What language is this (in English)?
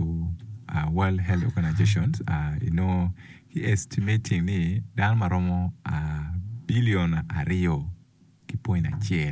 Acoli